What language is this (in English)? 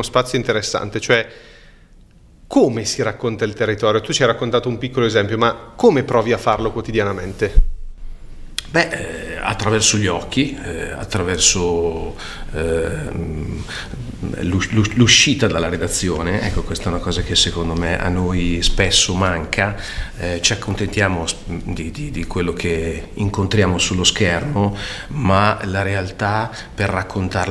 Italian